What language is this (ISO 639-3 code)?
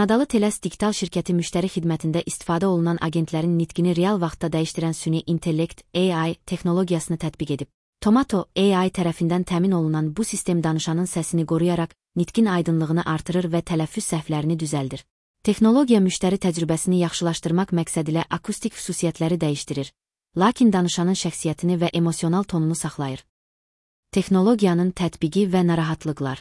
aze